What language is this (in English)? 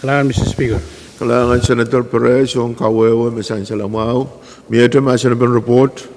Pohnpeian